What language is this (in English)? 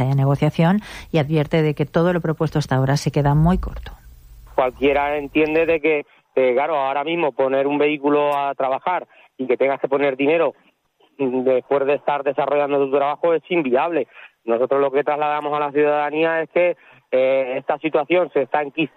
Spanish